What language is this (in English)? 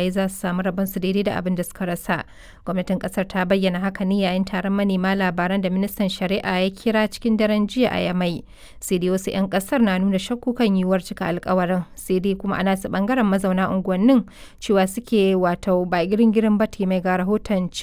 Hausa